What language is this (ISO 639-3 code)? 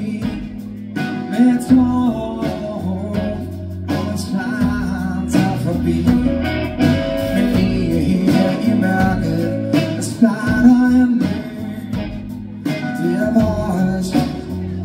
dan